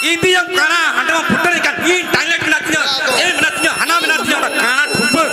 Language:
Santali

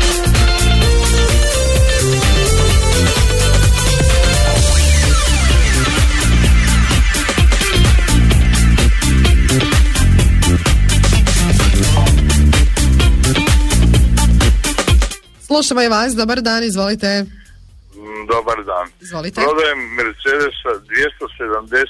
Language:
Croatian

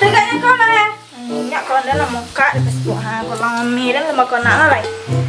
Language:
Minangkabau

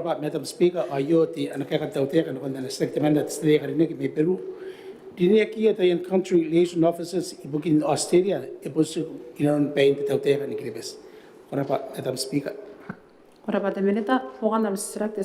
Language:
Gilbertese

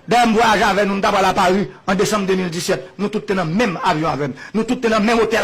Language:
Haitian Creole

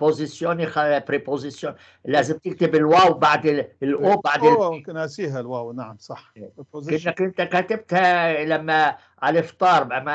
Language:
North Levantine Arabic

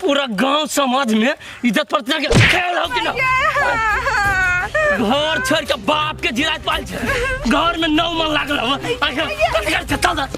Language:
Maithili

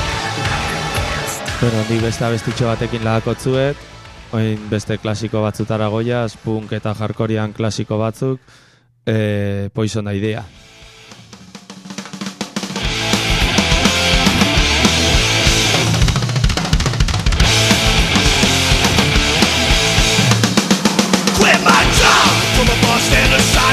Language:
Basque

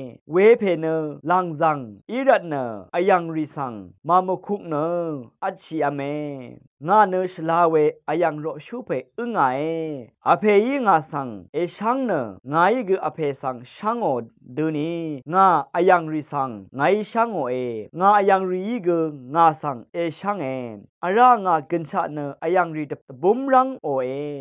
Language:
Rawang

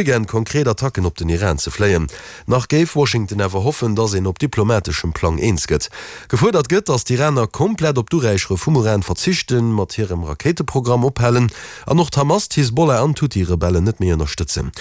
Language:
Luxembourgish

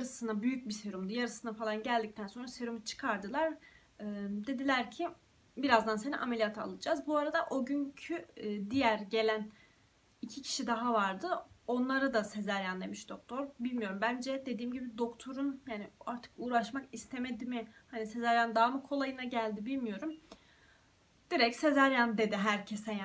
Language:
Turkish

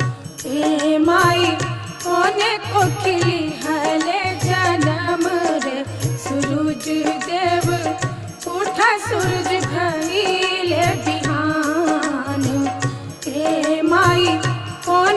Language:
Bhojpuri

